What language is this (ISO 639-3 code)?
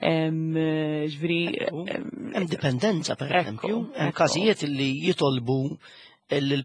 mlt